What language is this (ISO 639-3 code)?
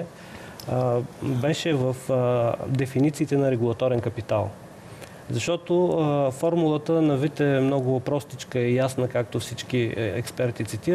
bul